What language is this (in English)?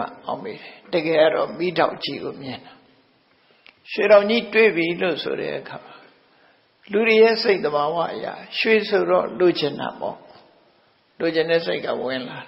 Burmese